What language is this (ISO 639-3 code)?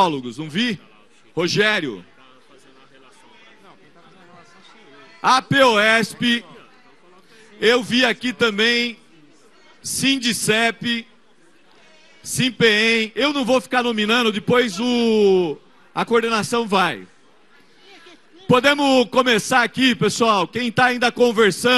por